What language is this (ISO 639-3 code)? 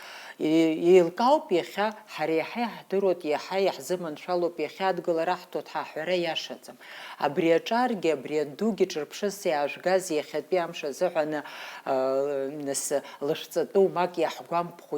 abk